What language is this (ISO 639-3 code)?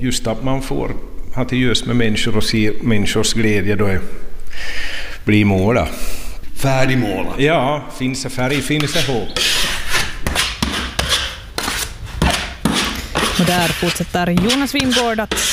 swe